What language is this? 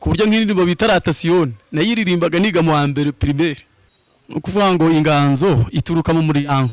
Kinyarwanda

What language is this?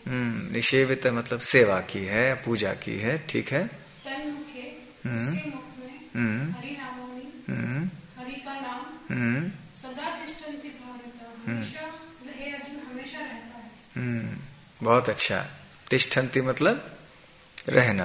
Hindi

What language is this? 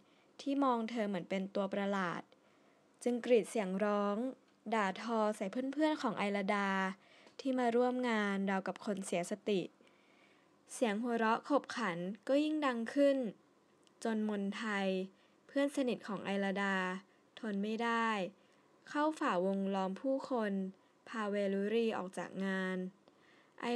Thai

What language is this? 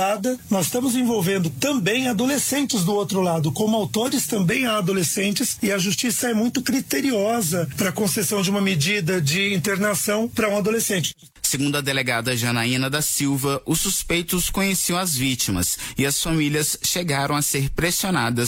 Portuguese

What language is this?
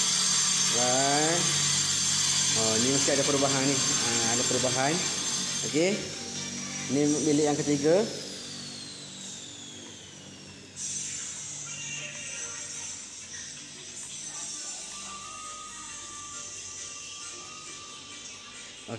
Malay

